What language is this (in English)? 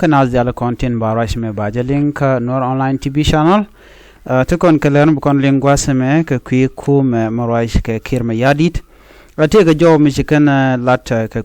Nuer